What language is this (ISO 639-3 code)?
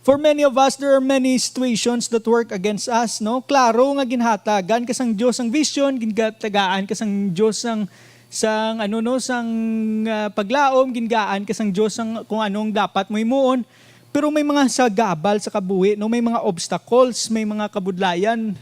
hil